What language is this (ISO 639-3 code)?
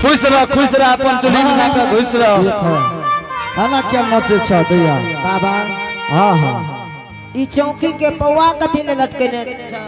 anp